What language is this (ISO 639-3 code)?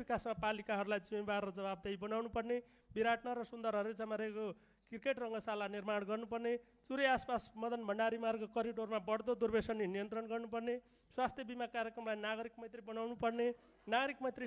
nep